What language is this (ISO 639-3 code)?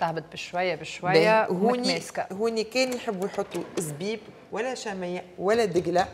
aeb